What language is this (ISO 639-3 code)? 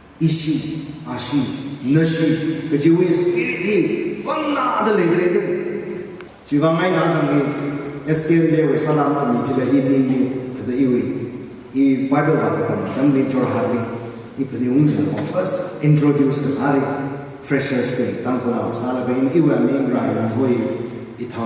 nmf